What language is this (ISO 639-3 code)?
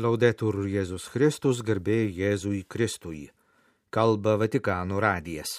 lit